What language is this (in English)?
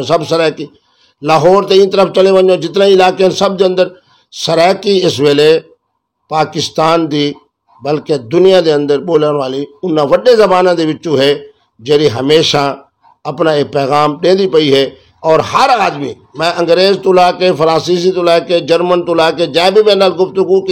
Saraiki